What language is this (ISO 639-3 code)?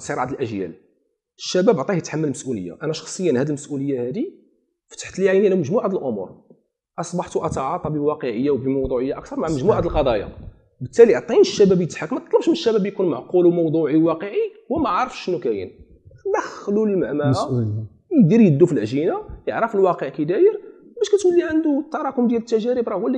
ary